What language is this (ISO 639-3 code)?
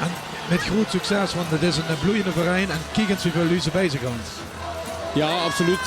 lim